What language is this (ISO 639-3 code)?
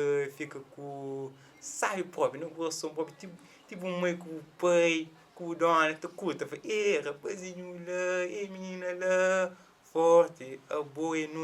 kea